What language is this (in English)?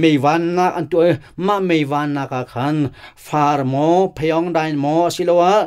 Hakha Chin